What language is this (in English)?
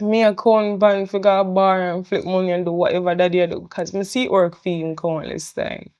Jamaican Creole English